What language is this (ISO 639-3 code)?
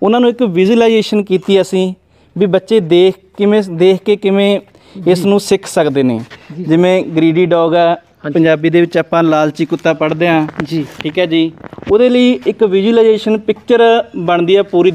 pan